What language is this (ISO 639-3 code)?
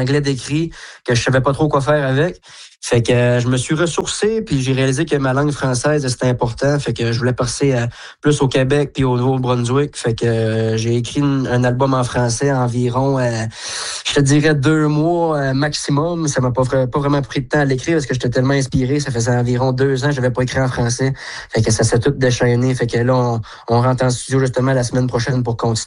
fra